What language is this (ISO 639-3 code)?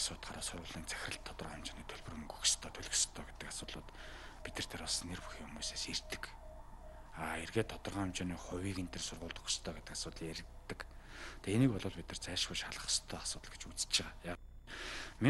mon